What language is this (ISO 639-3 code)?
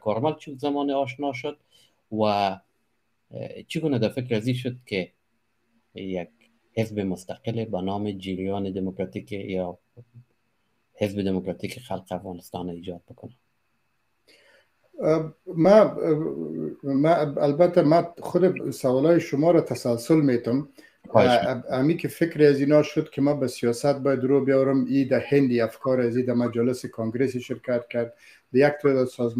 fas